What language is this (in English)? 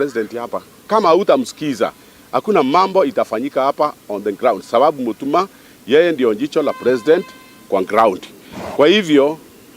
Meru